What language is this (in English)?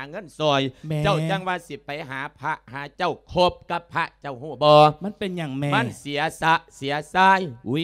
Lao